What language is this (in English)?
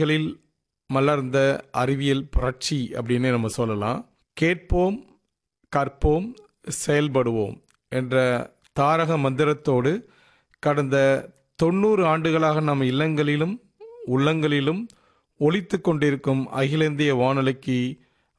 Tamil